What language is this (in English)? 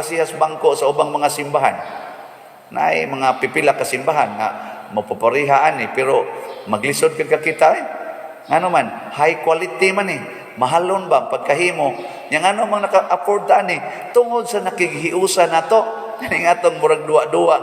Cebuano